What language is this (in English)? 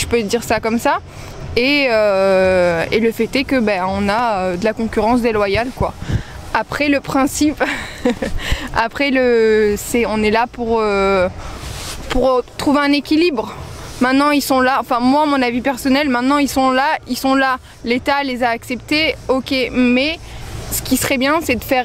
French